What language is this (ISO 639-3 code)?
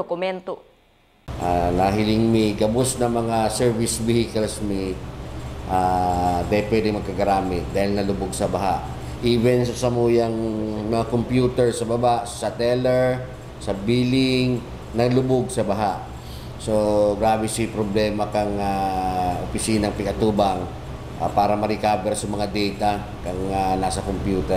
bik